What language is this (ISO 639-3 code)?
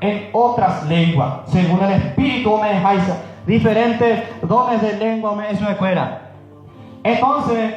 grn